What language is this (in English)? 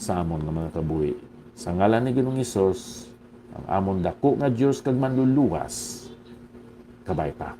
Hiligaynon